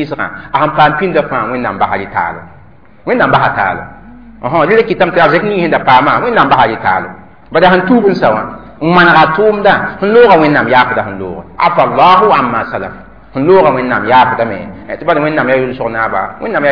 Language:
Mossi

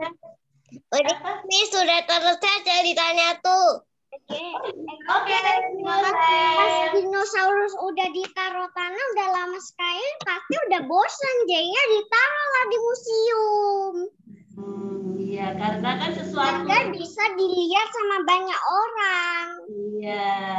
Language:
Indonesian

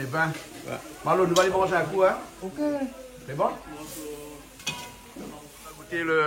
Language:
Réunion Creole French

